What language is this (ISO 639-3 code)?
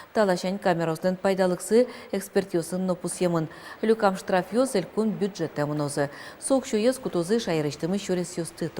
udm